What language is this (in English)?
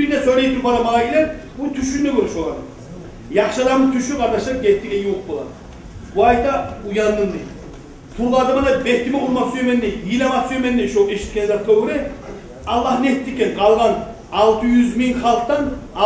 Kumyk